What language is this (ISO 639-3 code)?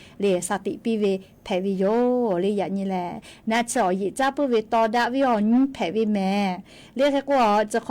lhu